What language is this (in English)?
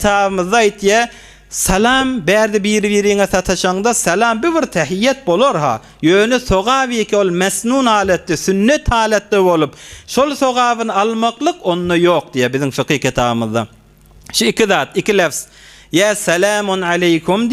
Turkmen